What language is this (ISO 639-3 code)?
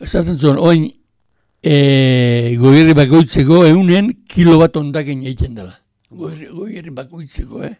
eus